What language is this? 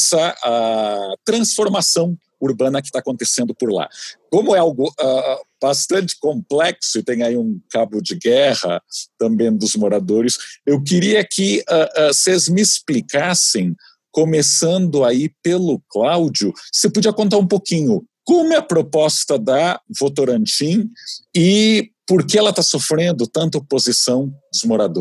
Portuguese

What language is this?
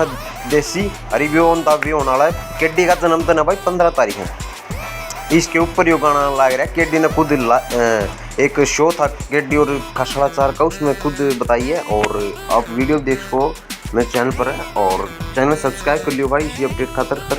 Haryanvi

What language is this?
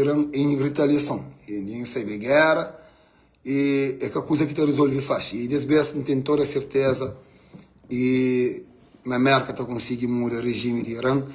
Kabuverdianu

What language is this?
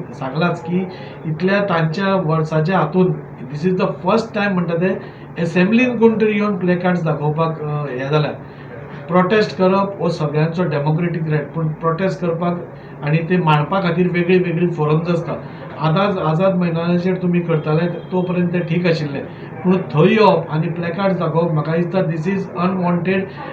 Konkani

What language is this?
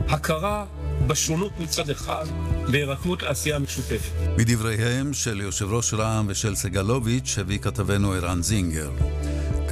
Hebrew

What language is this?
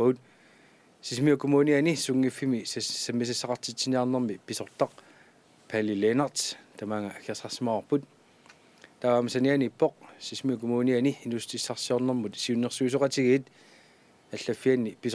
Kalaallisut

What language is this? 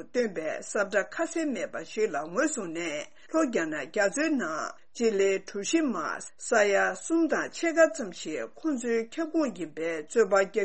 Tibetan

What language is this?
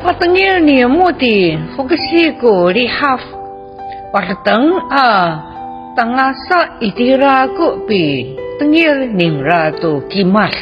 Amis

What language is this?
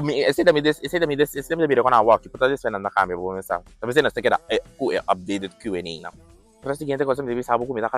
Papiamento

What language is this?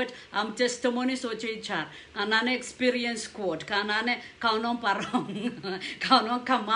Pohnpeian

